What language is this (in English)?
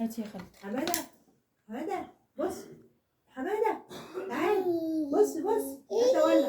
Egyptian Arabic